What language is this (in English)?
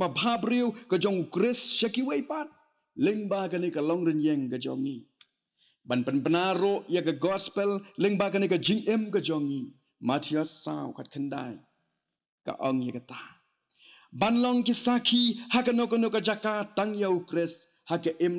Khasi